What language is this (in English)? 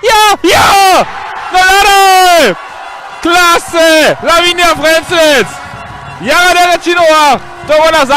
Upper Sorbian